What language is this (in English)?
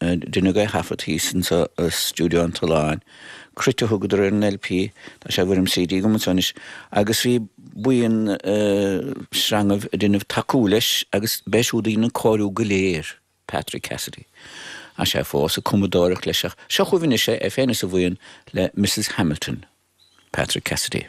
Irish